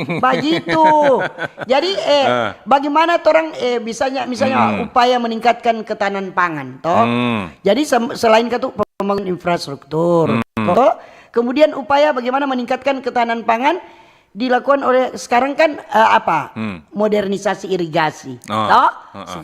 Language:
Manado Malay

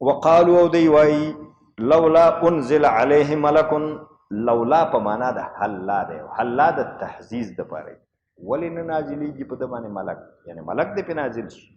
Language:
Pashto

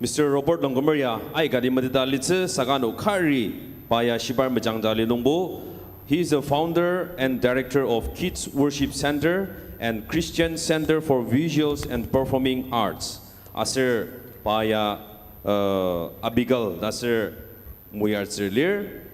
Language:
Ao Naga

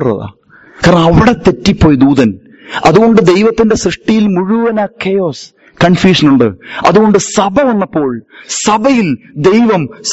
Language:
Malayalam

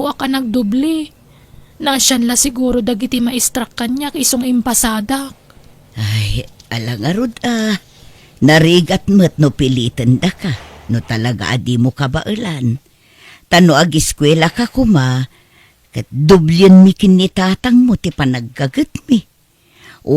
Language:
Iloko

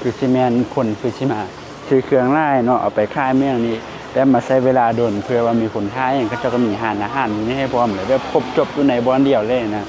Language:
Lao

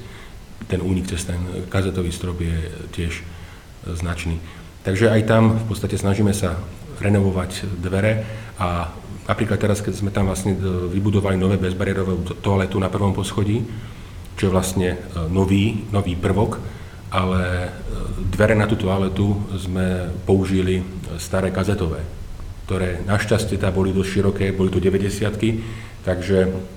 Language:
Slovak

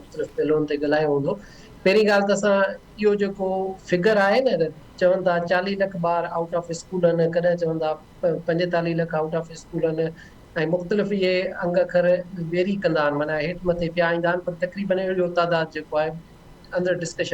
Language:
Sindhi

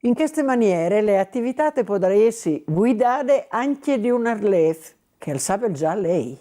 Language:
Friulian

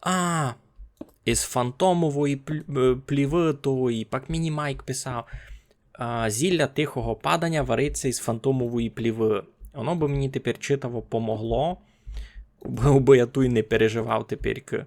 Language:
Rusyn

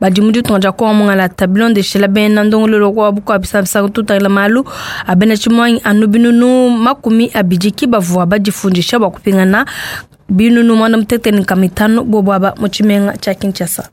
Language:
Luba-Lulua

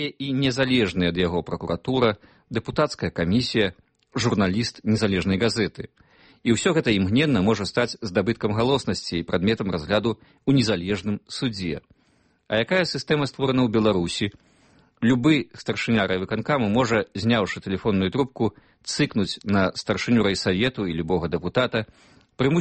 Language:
Belarusian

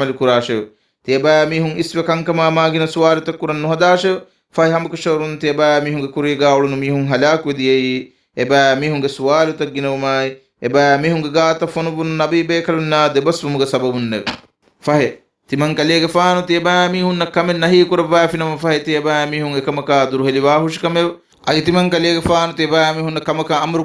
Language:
Divehi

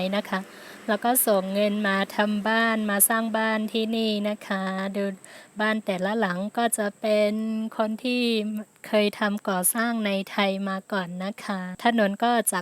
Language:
Shan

